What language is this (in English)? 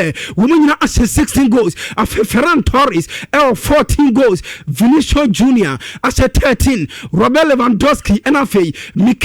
Akan